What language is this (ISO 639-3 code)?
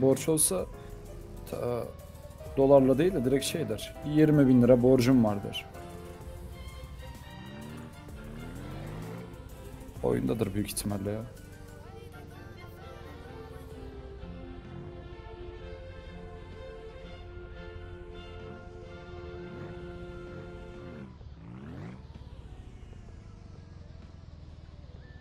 tur